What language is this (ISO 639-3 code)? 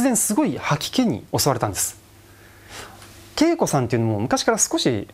jpn